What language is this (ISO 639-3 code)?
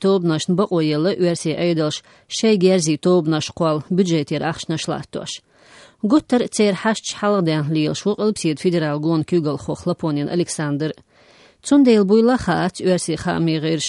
che